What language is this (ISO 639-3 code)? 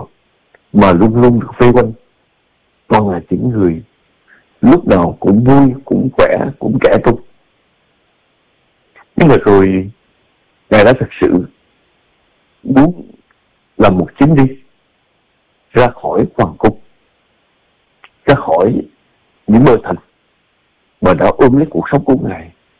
vie